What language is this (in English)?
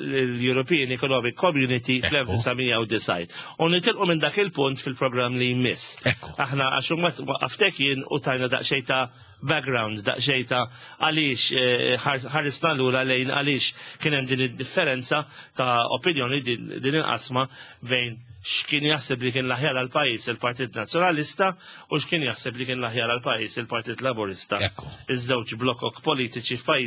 Maltese